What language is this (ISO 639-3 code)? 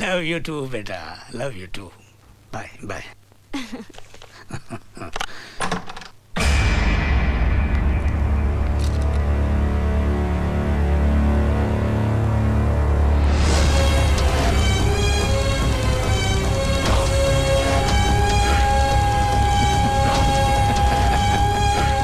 mar